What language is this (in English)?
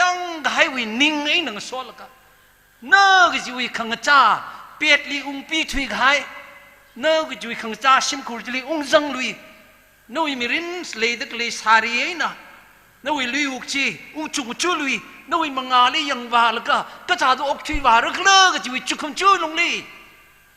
Tangkhul Naga (India)